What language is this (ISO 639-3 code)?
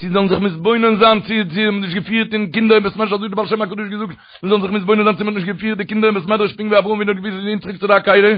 yid